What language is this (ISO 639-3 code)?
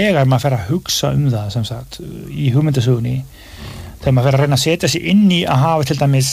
isl